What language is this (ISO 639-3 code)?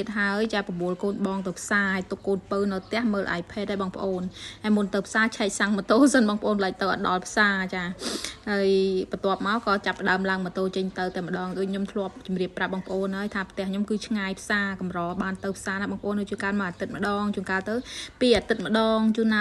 khm